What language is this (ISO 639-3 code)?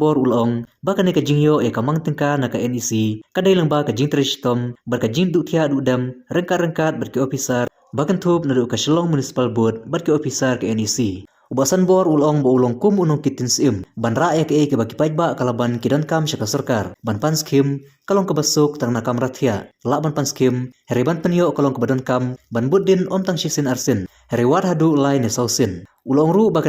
kha